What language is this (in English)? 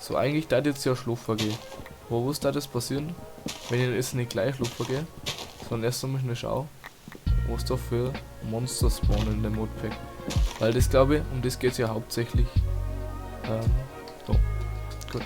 Bavarian